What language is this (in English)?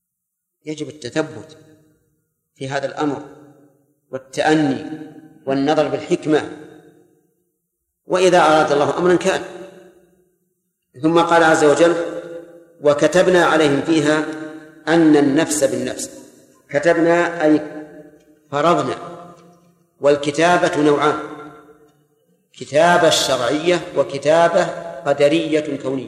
Arabic